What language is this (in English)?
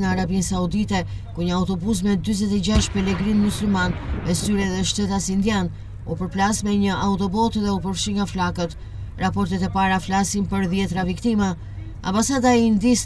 Albanian